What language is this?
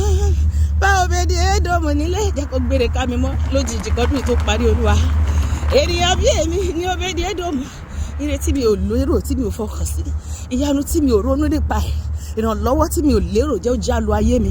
Yoruba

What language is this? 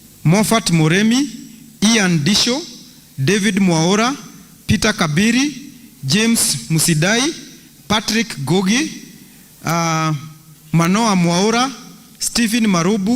Kikuyu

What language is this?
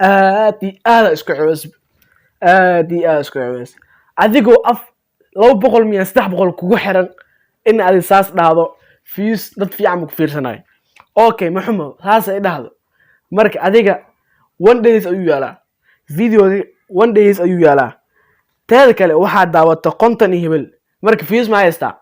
Somali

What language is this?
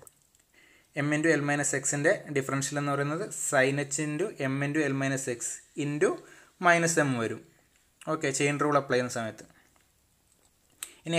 Malayalam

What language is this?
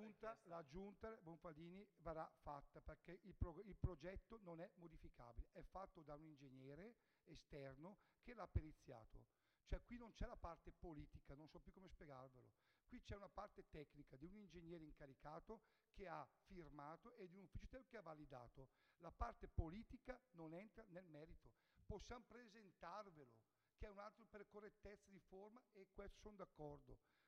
Italian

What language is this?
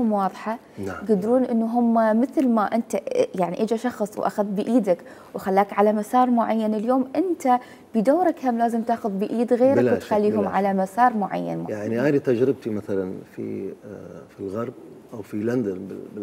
Mesopotamian Arabic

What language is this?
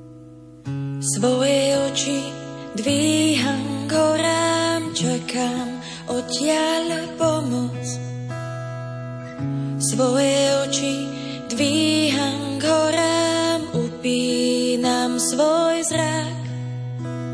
Slovak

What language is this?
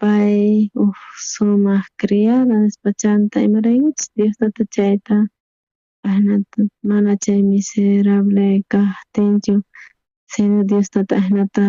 South Bolivian Quechua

